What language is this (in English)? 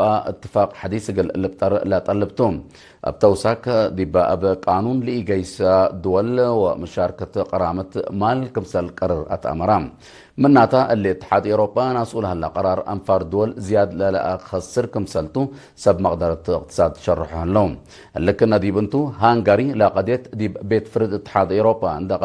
Tigre